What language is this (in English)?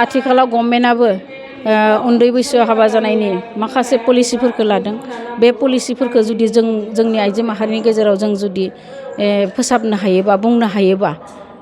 Bodo